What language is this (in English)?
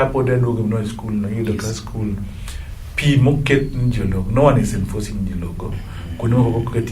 Luo (Kenya and Tanzania)